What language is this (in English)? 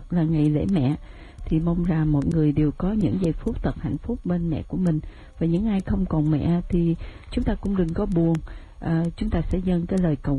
Vietnamese